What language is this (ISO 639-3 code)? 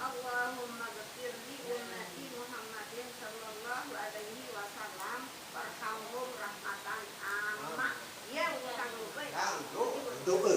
sas